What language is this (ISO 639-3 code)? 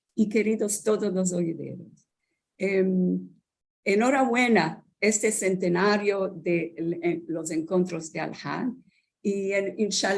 lad